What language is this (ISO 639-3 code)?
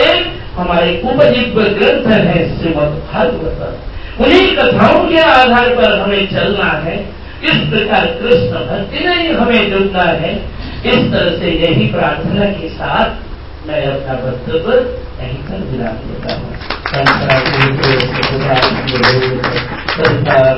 hin